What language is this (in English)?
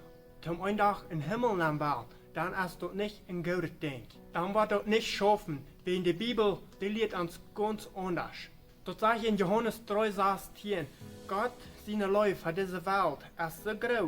Plautdietsch